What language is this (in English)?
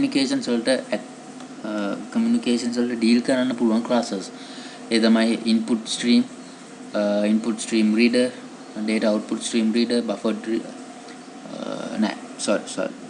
Sinhala